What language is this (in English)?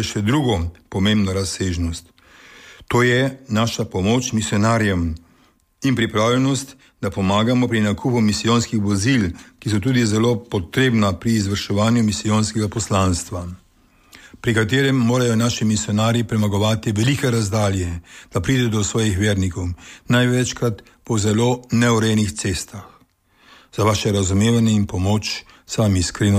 Slovenian